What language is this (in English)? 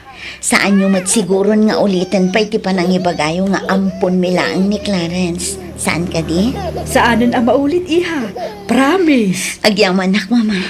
Iloko